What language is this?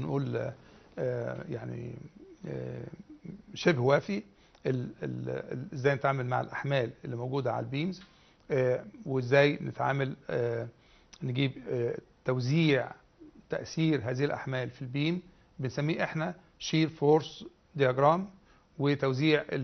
Egyptian Arabic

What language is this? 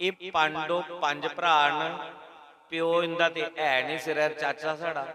Dogri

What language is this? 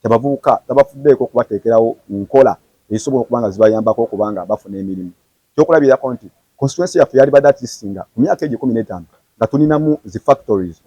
Ganda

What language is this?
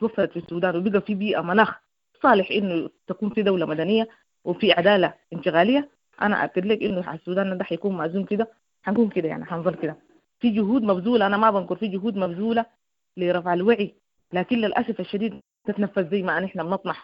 Sudanese Arabic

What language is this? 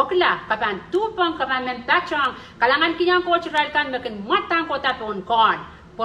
Pohnpeian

